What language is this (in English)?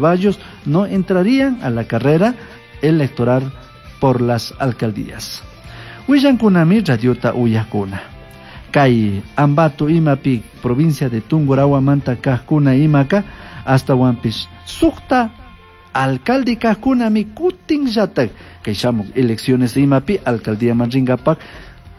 Chimborazo Highland Quichua